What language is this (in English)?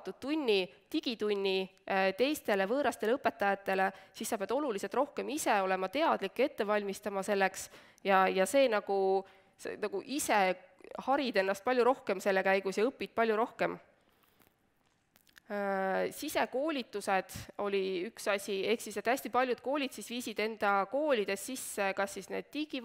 Estonian